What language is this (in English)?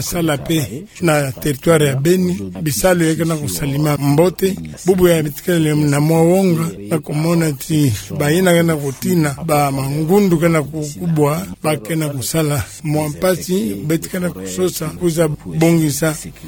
Kituba (Democratic Republic of Congo)